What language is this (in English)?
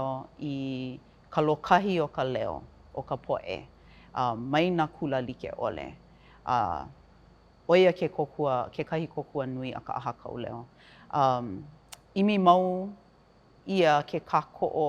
Hawaiian